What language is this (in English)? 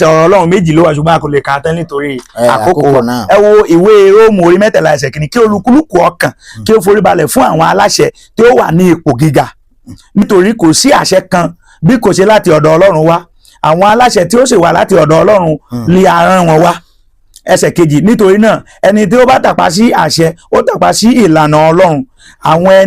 Yoruba